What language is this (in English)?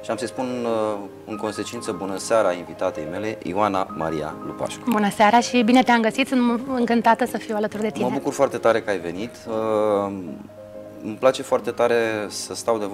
Romanian